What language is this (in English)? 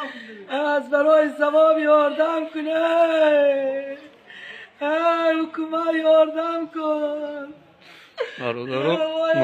Tajik